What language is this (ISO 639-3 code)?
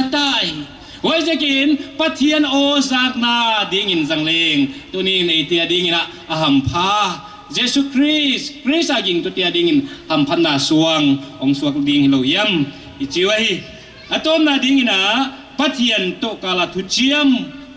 pck